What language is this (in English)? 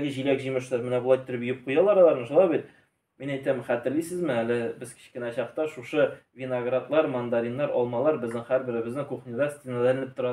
Tatar